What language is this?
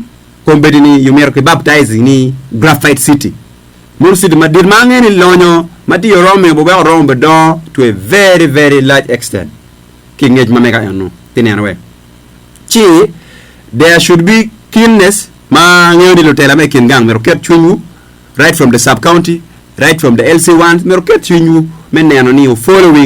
Acoli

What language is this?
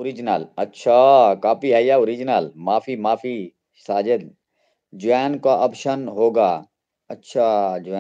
Saraiki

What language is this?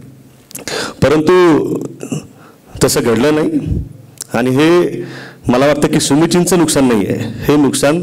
Marathi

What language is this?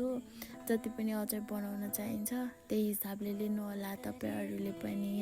Nepali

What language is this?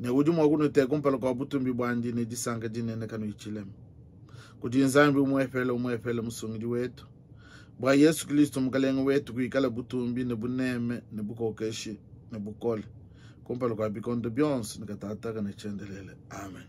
Luba-Lulua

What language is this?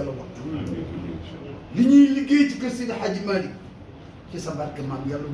Wolof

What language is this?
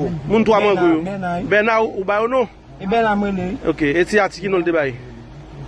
Haitian Creole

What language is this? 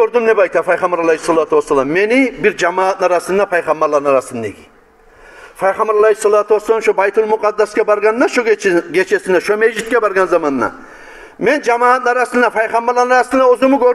Kumyk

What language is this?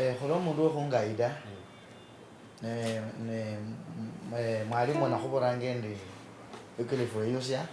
Luyia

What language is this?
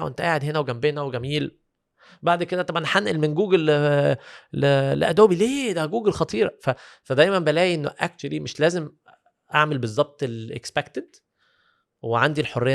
Egyptian Arabic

